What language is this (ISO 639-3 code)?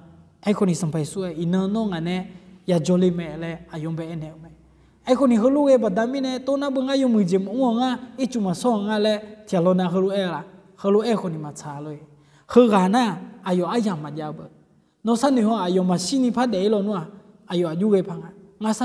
ahk